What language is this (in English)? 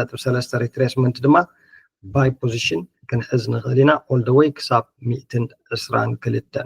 Tigrinya